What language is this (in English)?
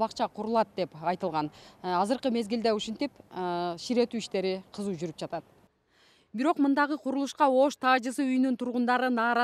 Kyrgyz